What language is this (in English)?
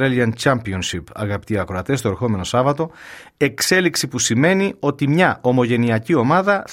Greek